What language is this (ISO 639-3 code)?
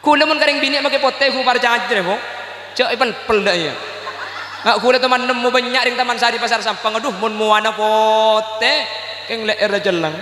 mad